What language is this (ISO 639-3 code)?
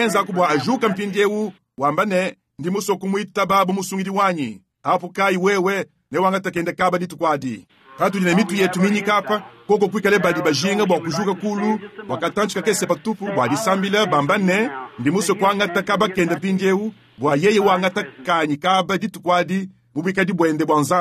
lua